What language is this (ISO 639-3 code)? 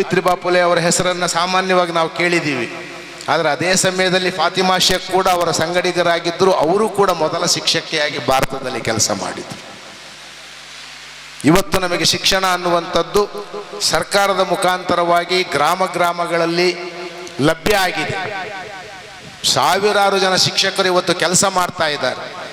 kan